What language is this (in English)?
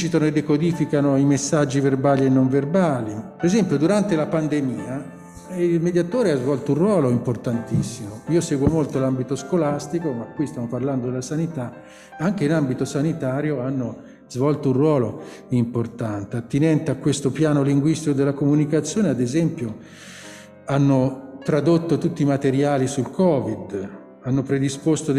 Italian